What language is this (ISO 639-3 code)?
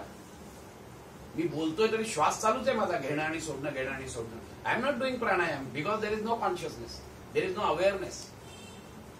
mar